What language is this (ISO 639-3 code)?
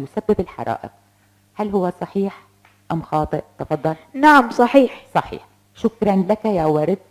ara